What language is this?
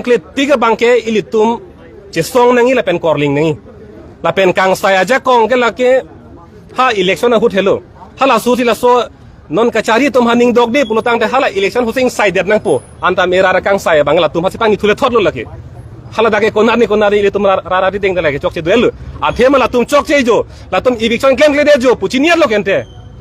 Karbi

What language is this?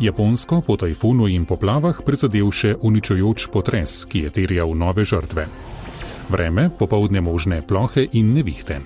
Slovenian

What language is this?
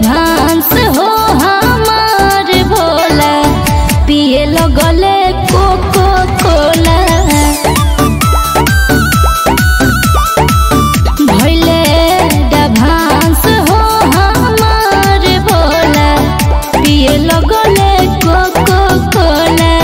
Bhojpuri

